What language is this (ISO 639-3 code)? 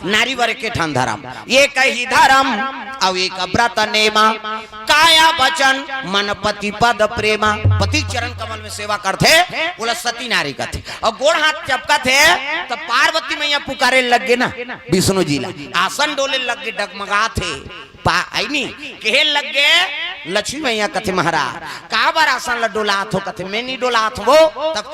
hne